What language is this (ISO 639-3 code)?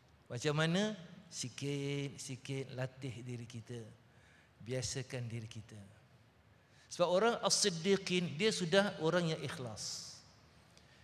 msa